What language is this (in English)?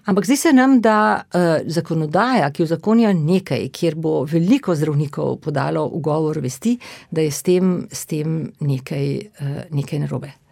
Slovenian